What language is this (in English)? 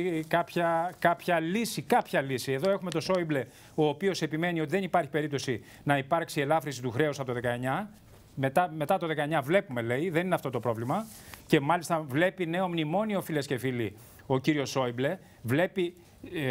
Greek